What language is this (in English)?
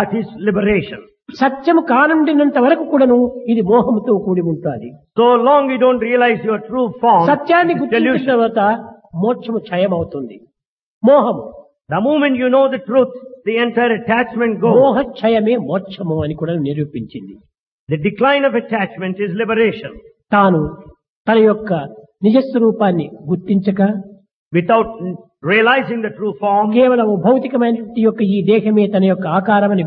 Telugu